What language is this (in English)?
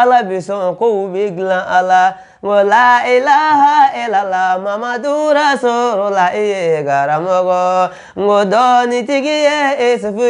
Bambara